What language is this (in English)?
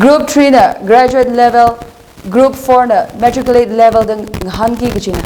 Tangkhul Naga (India)